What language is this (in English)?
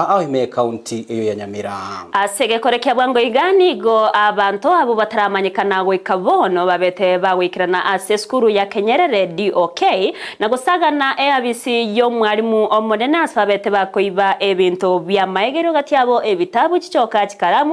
Gusii